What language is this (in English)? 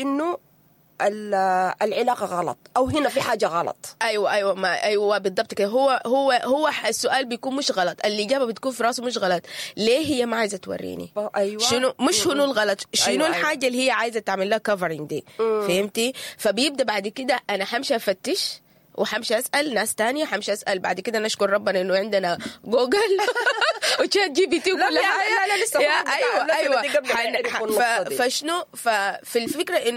Sudanese Arabic